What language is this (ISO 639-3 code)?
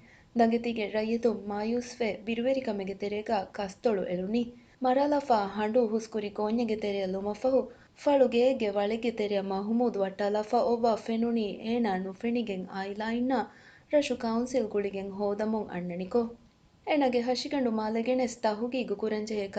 div